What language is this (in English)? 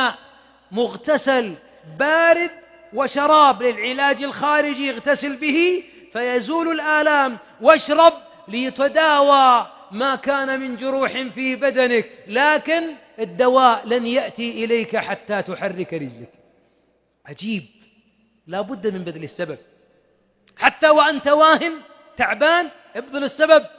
Arabic